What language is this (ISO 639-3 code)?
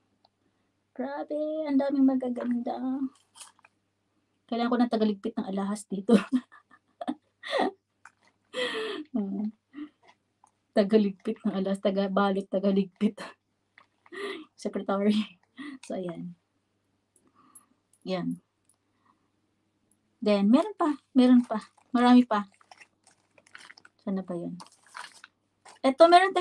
fil